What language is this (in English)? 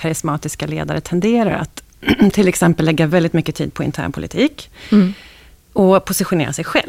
Swedish